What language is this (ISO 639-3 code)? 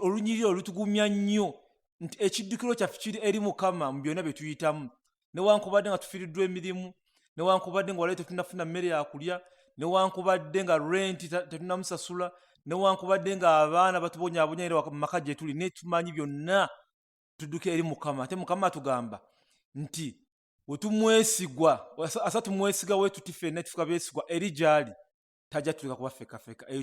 lug